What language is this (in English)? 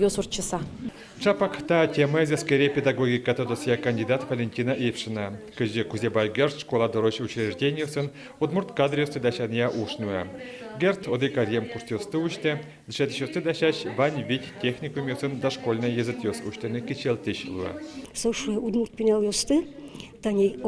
Udmurt